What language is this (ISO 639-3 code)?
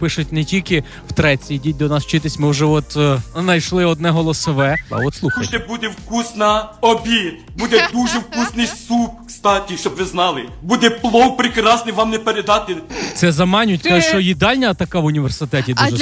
ukr